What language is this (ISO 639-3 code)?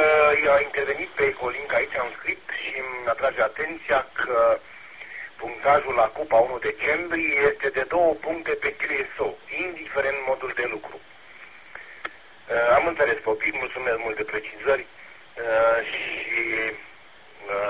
ron